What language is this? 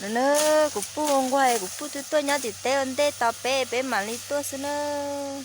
Hmong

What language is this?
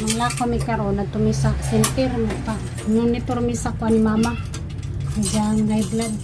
Cebuano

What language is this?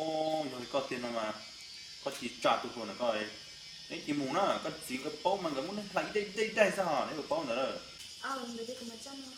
Hmong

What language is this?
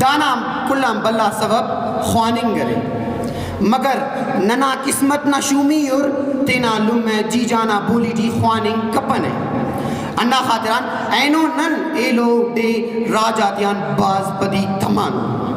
Brahui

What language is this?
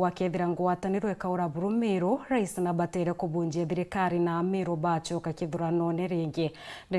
Meru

